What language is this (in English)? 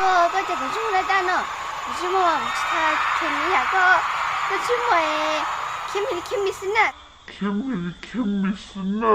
Hmong